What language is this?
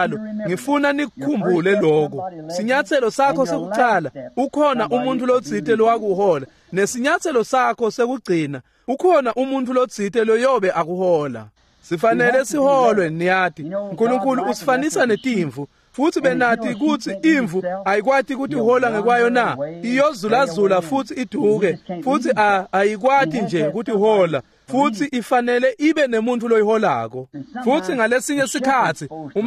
Swati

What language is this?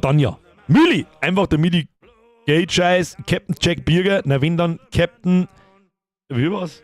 Bavarian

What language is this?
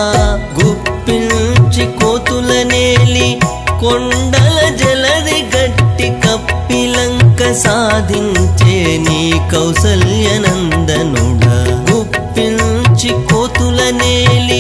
Telugu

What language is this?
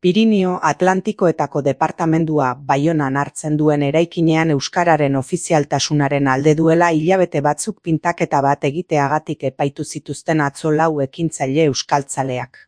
Basque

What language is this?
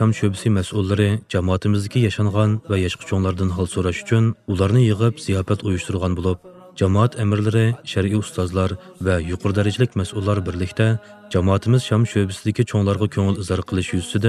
Uyghur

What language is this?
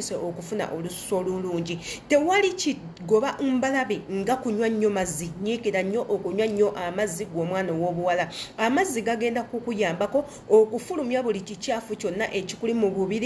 Ganda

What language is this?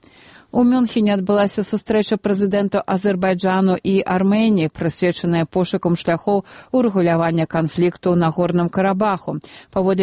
Belarusian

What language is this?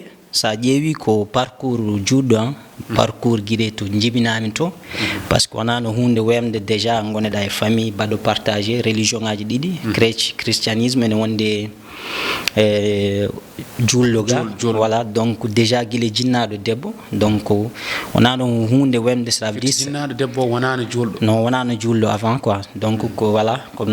Fula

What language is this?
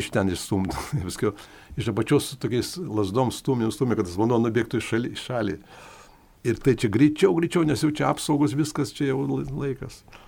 Lithuanian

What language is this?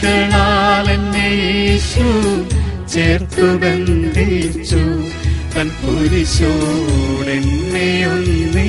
Malayalam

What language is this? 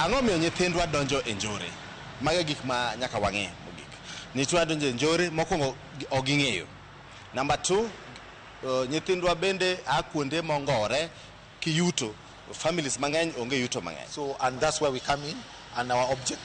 Luo (Kenya and Tanzania)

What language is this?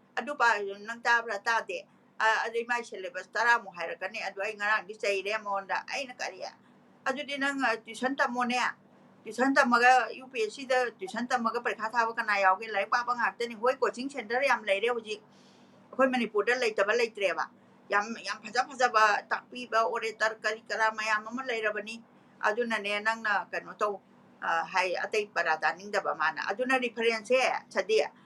Manipuri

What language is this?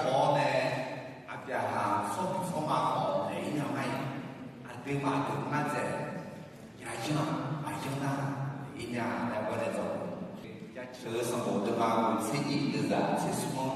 Akha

